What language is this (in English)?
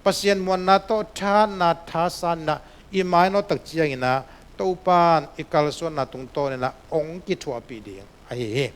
Tedim Chin